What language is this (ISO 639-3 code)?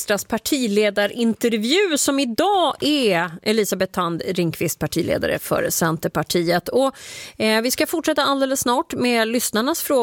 swe